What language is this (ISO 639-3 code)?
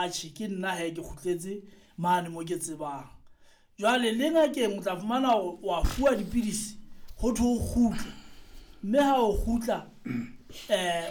sot